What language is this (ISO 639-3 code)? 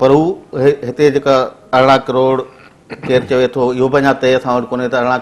snd